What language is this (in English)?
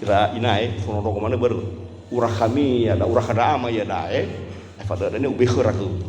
Nias